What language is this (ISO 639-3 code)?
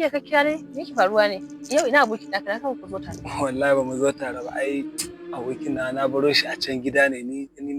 hau